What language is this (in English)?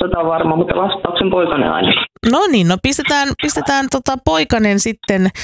Finnish